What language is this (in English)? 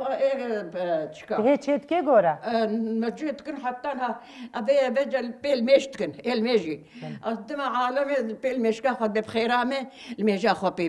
Kurdish